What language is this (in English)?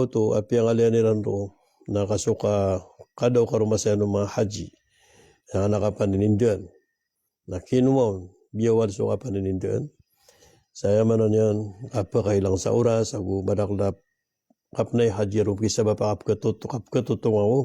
Maranao